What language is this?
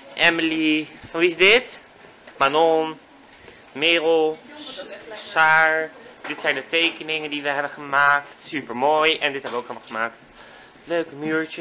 Dutch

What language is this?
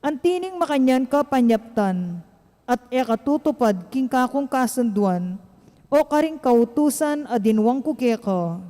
Pampanga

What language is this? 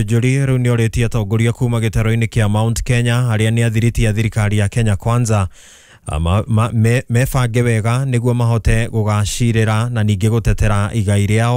Kikuyu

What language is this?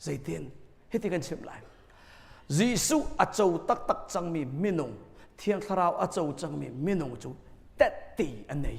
Hakha Chin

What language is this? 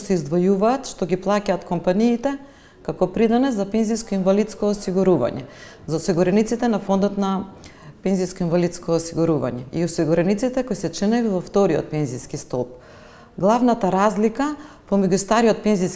Macedonian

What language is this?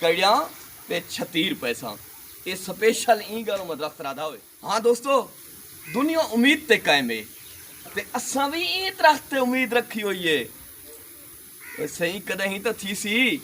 Saraiki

